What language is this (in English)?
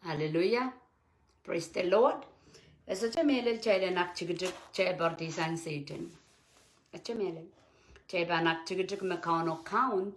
Pohnpeian